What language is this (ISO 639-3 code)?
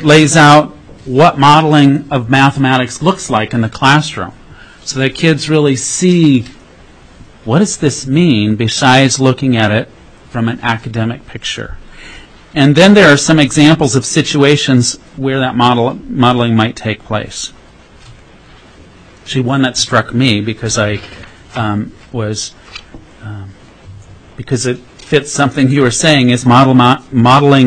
eng